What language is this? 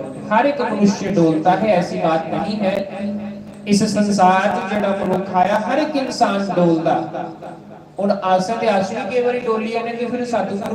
Dogri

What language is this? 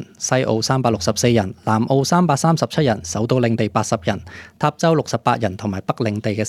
Cantonese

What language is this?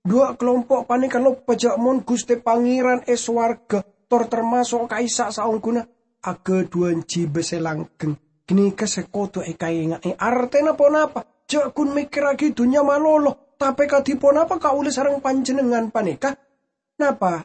Madurese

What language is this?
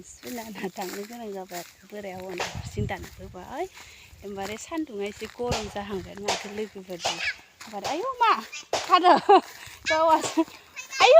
Bodo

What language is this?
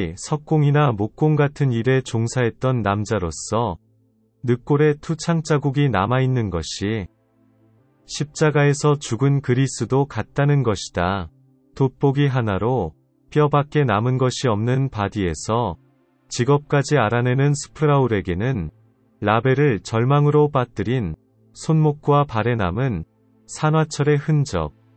Korean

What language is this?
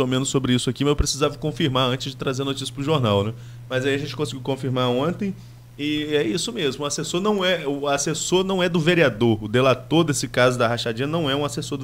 Portuguese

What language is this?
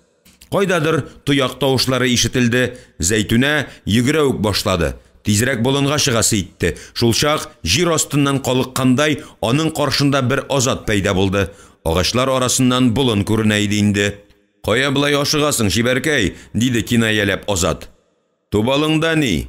Tatar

